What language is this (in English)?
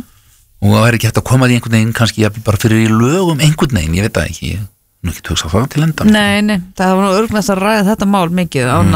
Icelandic